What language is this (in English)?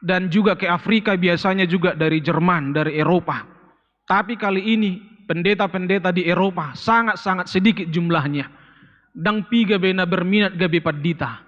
Batak Toba